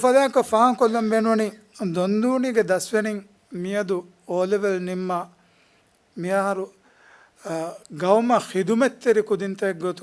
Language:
Divehi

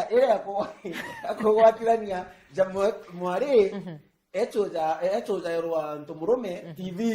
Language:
Meru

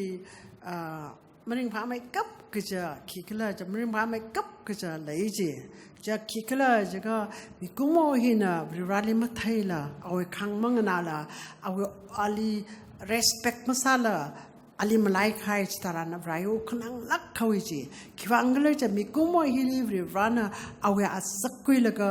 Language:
Tangkhul Naga (India)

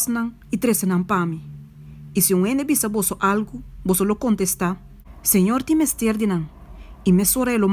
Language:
Papiamento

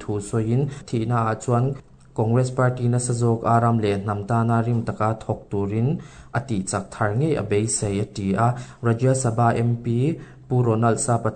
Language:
Mizo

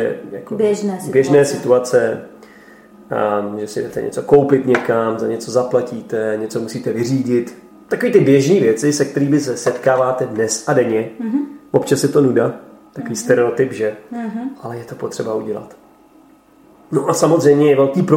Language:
Czech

